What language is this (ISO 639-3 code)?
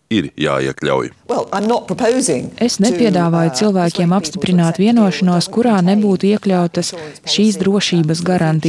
lav